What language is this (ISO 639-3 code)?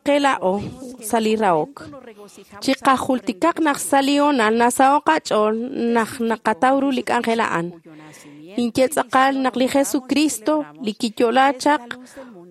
kek